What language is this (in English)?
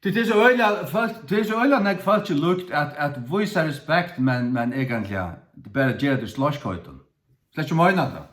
Faroese